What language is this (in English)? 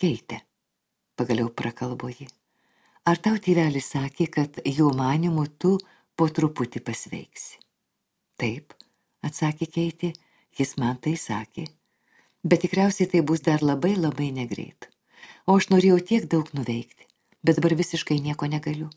Lithuanian